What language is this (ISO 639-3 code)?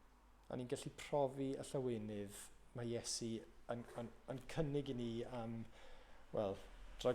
cym